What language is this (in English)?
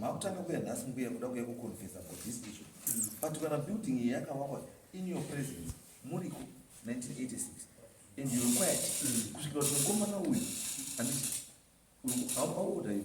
Shona